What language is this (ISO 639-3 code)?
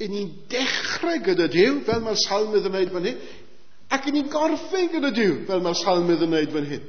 cym